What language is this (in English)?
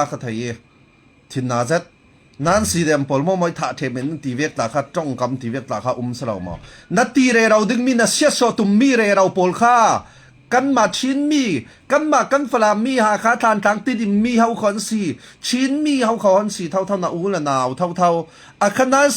Falam Chin